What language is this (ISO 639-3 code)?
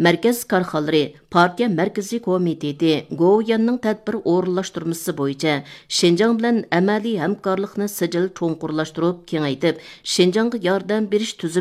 uig